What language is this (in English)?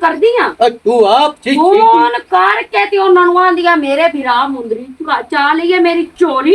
Western Panjabi